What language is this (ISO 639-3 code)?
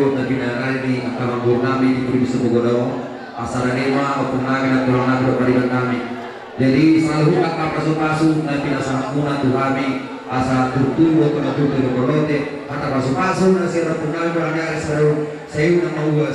bbc